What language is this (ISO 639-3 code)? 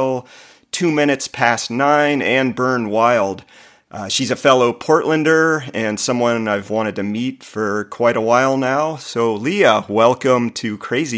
eng